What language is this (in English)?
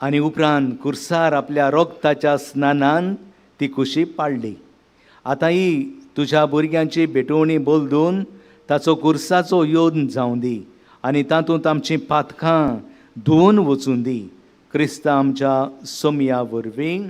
Konkani